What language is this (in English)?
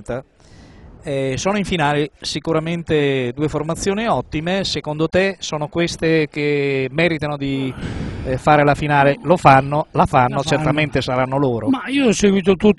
Italian